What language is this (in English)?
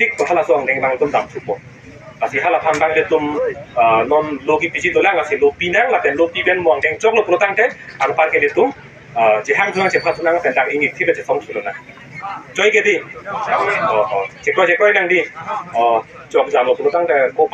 Karbi